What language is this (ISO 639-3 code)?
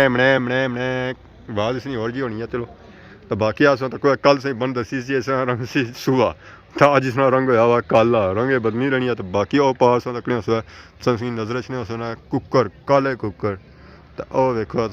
phr